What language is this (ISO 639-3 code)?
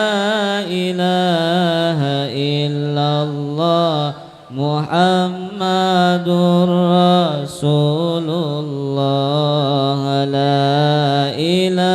bjn